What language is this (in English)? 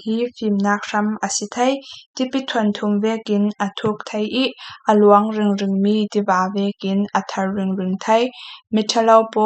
Falam Chin